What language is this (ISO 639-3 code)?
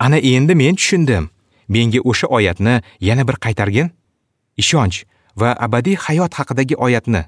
uzb